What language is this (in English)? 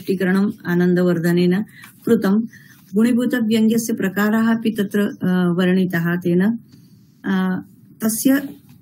Sanskrit